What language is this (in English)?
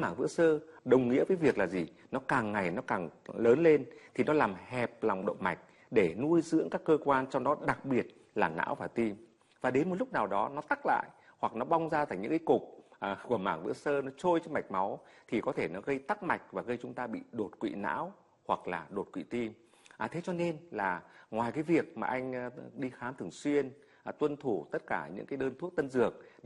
Vietnamese